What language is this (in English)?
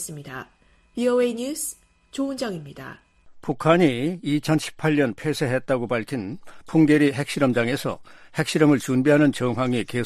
Korean